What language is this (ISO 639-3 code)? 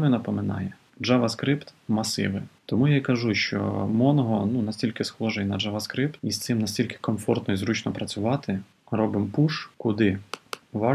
ukr